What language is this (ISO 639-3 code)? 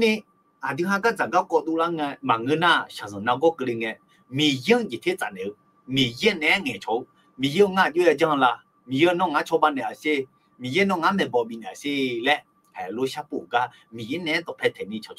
ahk